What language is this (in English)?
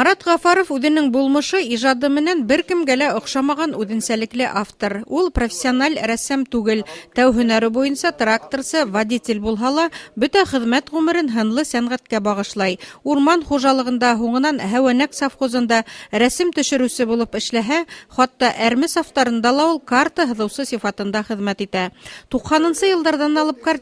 Bashkir